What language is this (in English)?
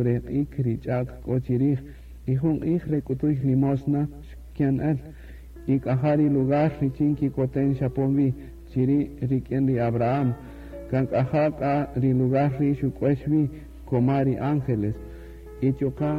Kaqchikel